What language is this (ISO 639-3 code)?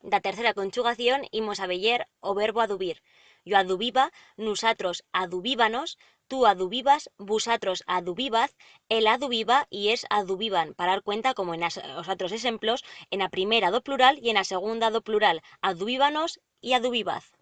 arg